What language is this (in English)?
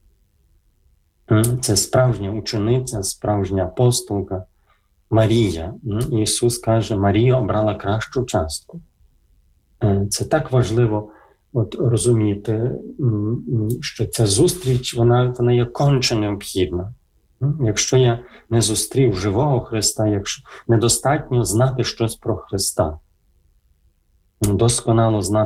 Ukrainian